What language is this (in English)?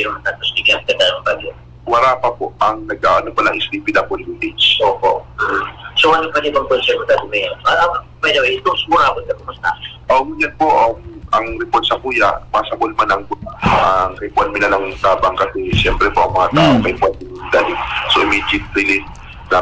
Bikol